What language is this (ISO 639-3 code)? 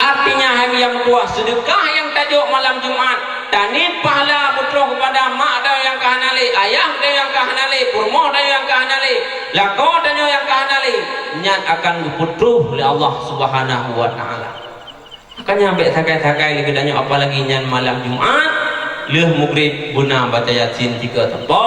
ace